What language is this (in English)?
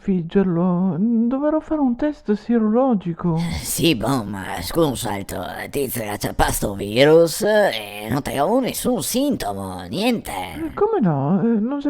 Venetian